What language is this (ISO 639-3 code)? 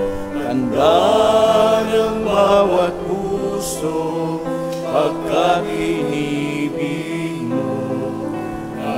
fil